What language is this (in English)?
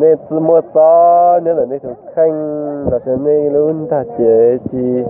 Hmong